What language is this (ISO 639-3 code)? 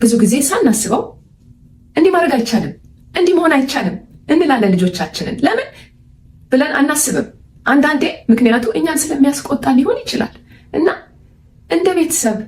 amh